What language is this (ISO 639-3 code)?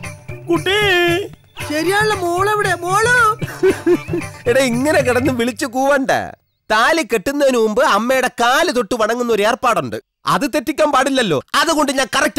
mal